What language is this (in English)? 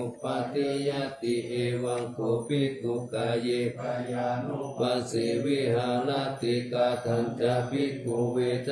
Pali